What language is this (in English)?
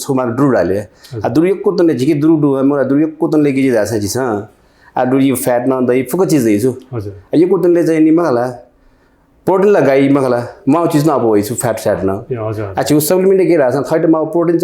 Newari